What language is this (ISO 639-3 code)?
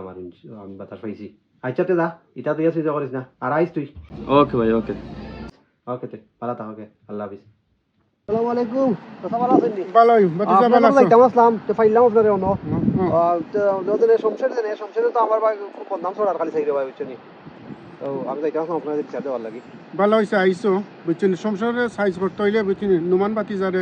syl